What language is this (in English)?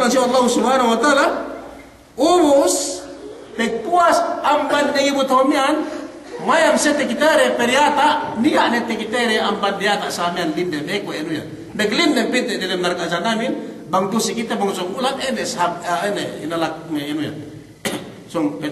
Yakan